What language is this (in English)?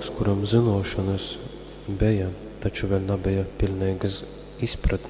Latgalian